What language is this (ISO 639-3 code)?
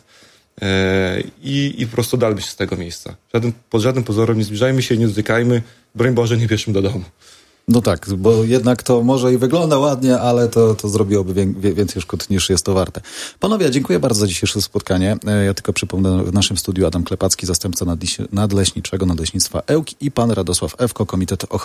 pol